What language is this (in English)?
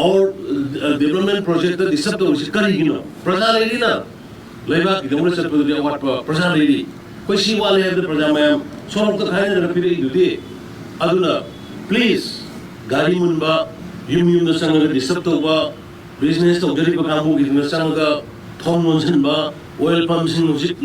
Manipuri